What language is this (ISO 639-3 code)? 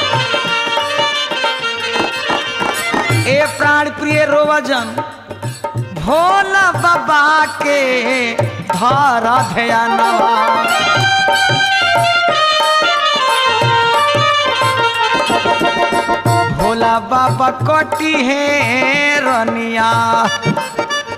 bho